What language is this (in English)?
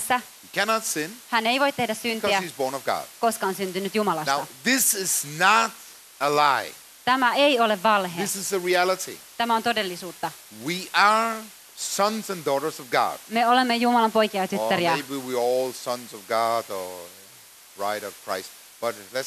Finnish